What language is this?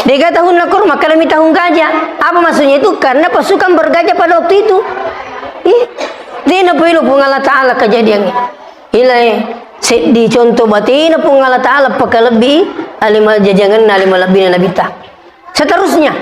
Buginese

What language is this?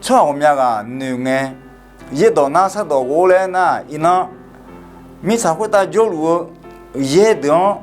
Akha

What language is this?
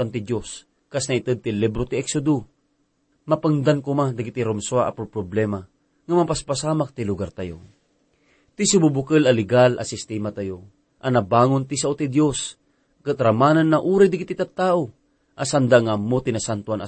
Iloko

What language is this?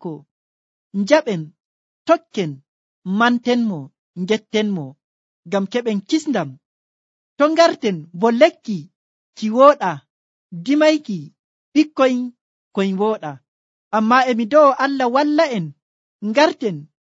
Nigerian Fulfulde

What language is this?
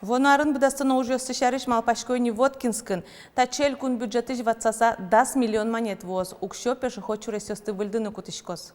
Udmurt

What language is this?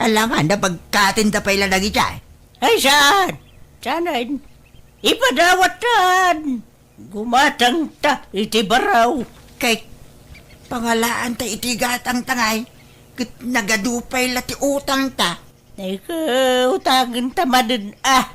Iloko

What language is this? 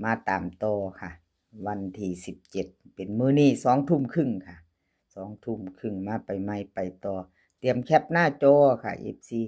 Lao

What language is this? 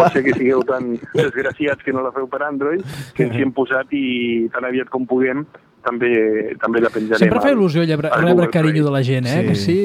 Catalan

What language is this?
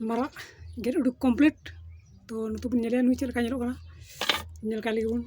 Santali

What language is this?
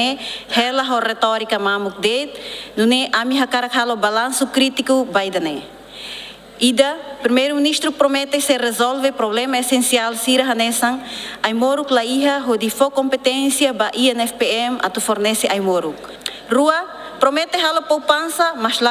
Tetum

